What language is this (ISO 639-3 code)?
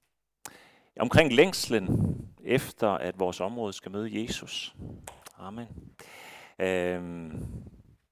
dan